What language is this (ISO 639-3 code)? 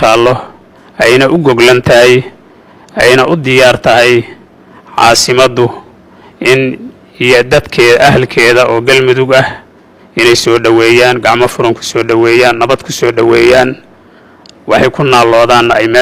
som